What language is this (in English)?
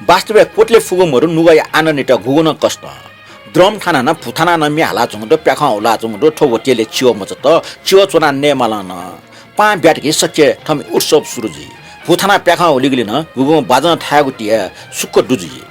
Newari